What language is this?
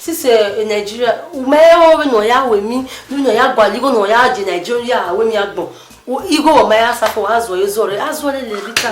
Bini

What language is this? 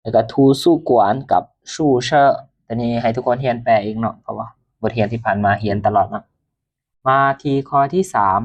Lao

